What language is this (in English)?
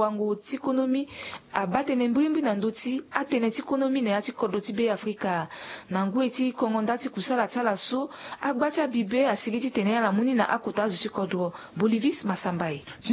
Sango